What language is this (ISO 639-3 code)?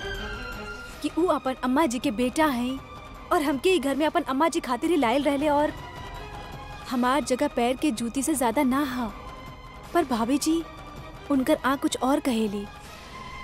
bho